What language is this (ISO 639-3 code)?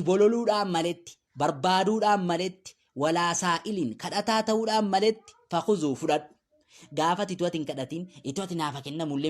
orm